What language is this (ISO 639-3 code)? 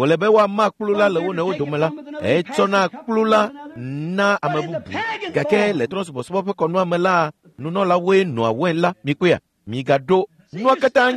ewe